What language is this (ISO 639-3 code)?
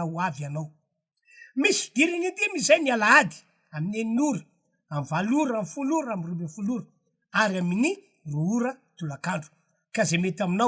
mlg